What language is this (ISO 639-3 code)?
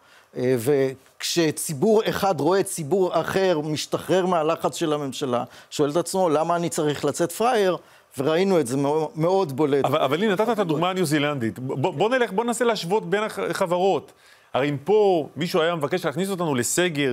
heb